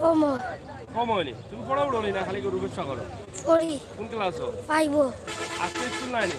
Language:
Sylheti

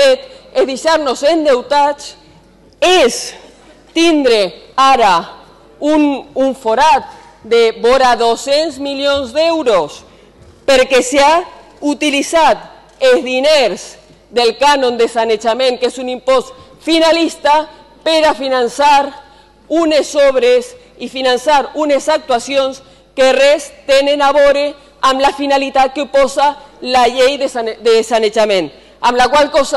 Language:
Catalan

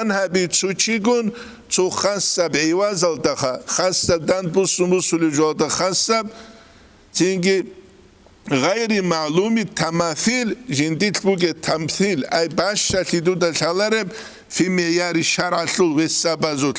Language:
Avaric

